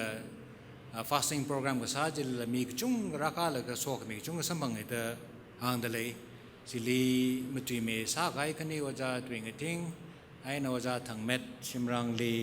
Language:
Tangkhul Naga (India)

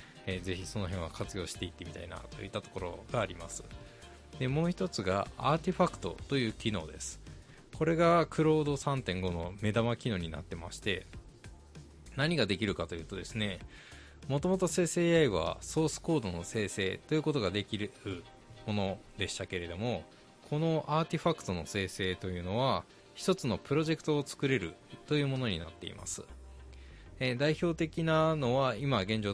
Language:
Japanese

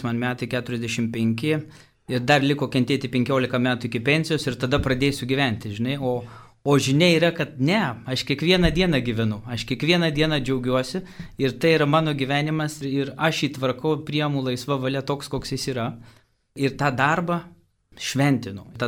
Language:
Lithuanian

